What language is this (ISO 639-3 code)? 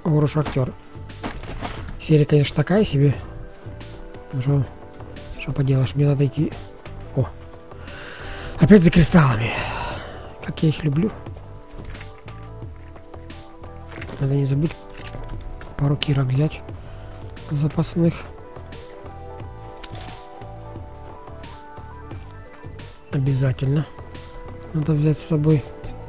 rus